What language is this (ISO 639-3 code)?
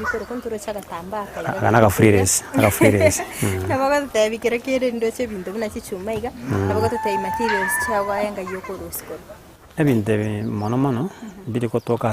guz